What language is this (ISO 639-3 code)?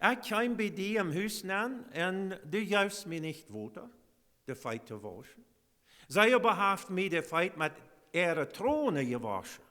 pdt